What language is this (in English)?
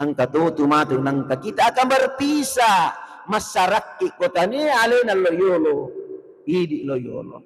Buginese